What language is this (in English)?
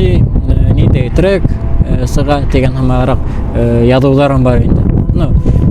Bashkir